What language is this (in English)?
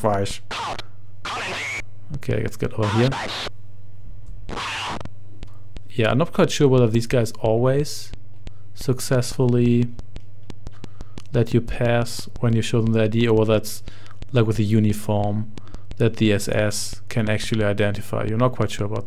English